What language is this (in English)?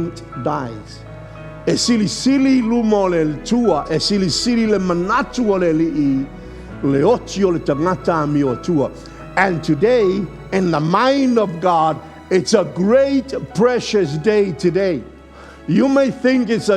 Samoan